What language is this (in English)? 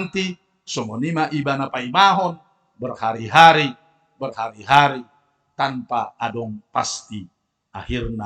Batak Toba